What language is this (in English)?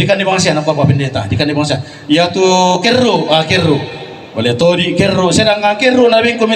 Toraja-Sa'dan